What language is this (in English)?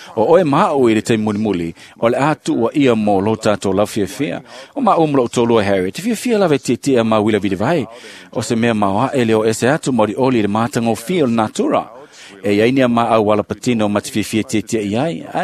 Samoan